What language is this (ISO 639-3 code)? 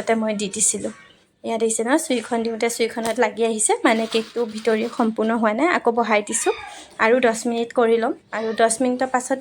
asm